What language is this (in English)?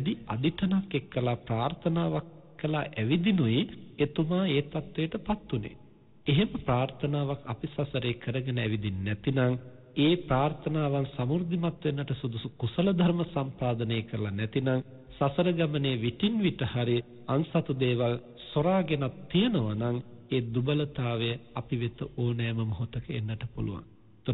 Sinhala